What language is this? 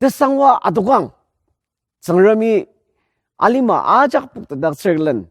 Ao Naga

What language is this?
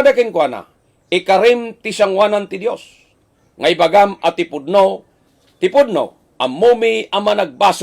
Iloko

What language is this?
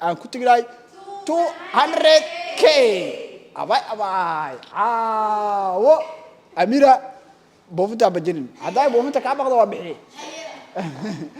Somali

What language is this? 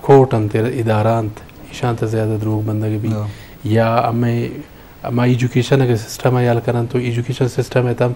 Eastern Balochi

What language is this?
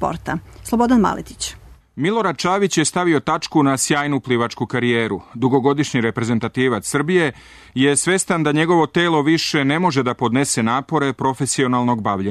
Serbian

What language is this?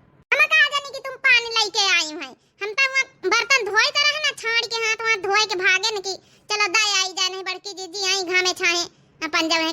Awadhi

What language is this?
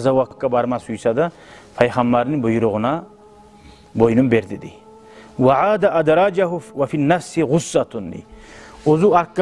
Kumyk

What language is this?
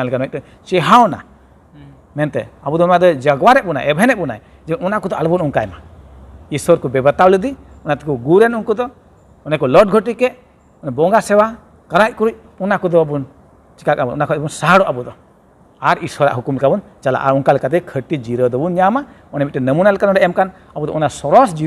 Santali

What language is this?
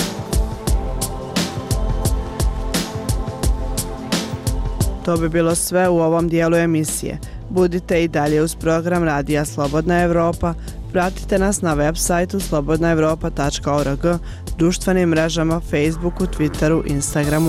Bosnian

